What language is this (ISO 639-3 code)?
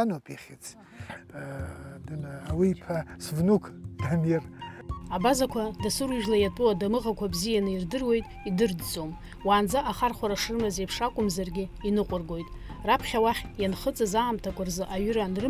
abk